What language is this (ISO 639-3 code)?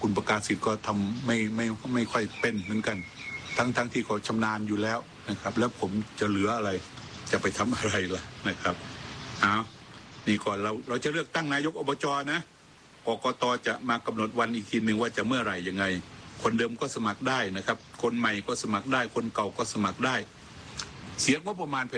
tha